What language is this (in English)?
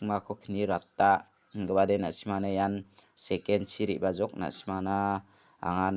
Garo